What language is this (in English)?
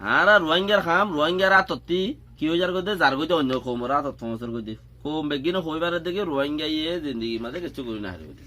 Rohingya